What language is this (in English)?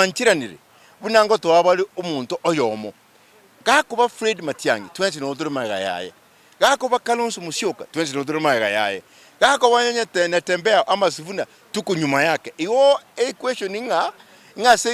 Gusii